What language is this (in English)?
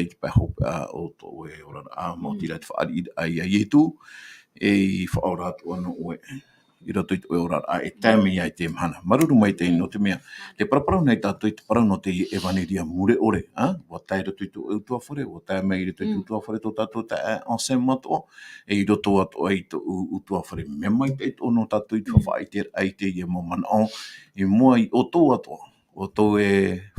Tahitian